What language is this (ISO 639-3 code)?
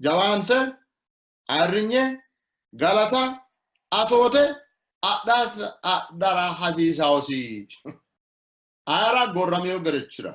sid